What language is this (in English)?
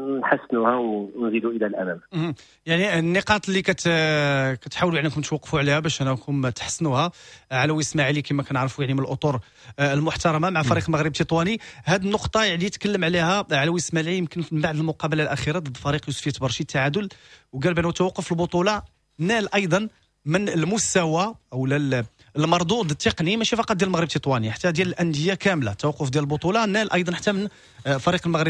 Moroccan Arabic